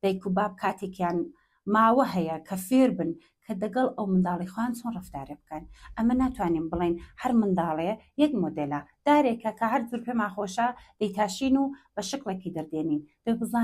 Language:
Central Kurdish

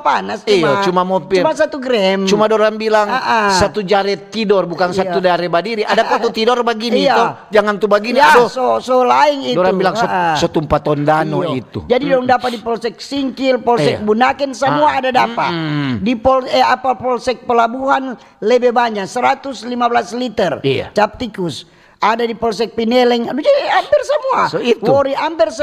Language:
Manado Malay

